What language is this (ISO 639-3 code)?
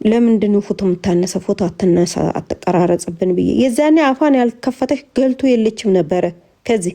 amh